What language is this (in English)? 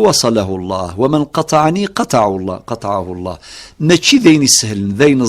Kabyle